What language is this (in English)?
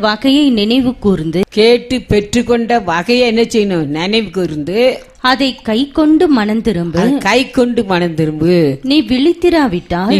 Tamil